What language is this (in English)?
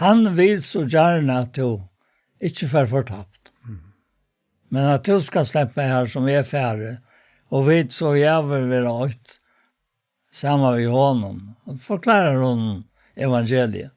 Faroese